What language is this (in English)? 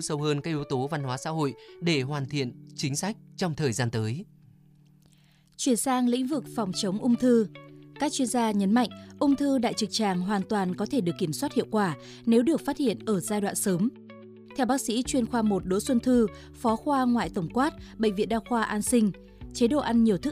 Vietnamese